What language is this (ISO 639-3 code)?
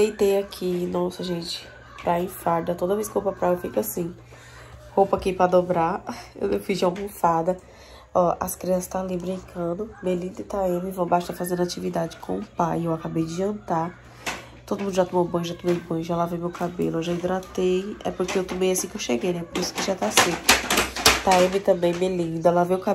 por